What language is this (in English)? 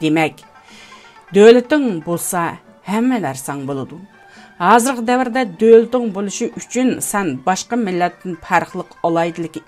Uyghur